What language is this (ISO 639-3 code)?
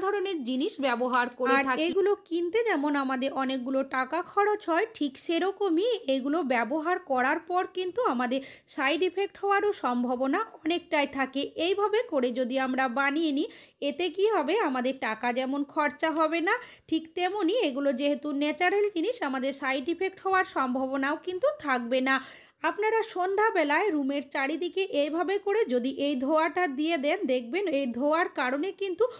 ben